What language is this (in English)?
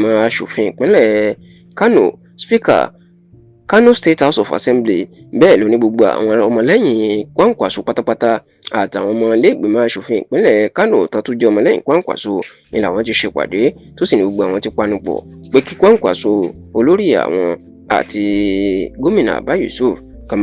Yoruba